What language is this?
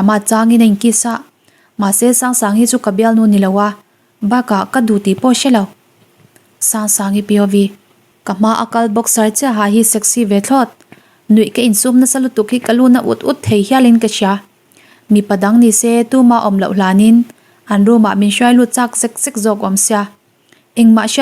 Mizo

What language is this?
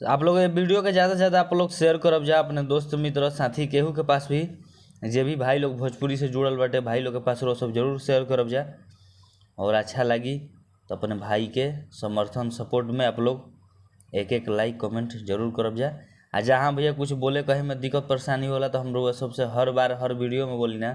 Bhojpuri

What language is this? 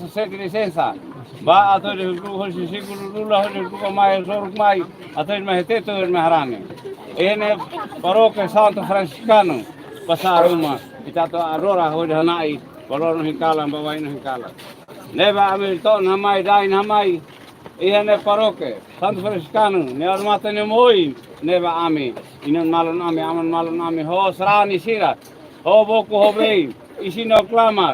Tetum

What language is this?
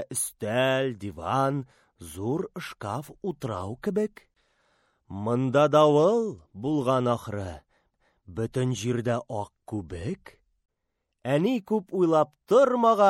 Tatar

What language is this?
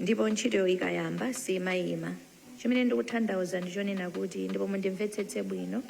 Nyanja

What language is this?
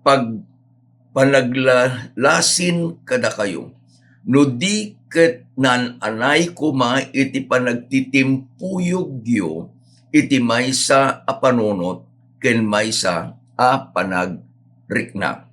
Iloko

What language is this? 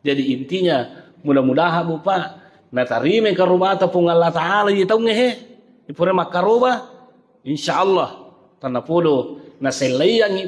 Buginese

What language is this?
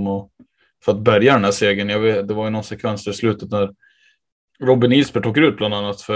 Swedish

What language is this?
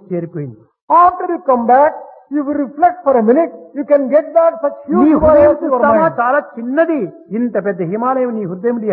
Telugu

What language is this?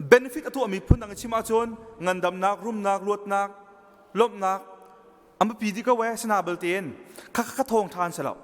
Hakha Chin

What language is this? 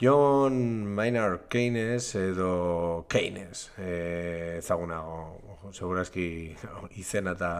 Basque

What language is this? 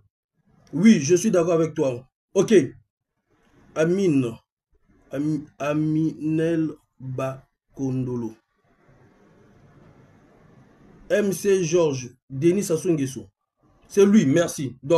French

